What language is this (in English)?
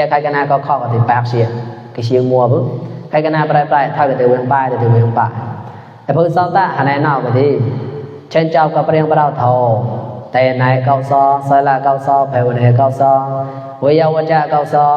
Mon